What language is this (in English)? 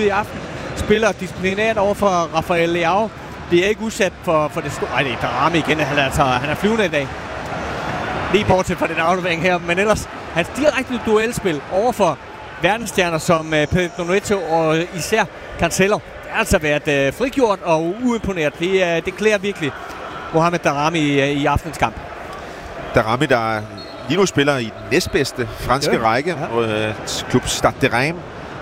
Danish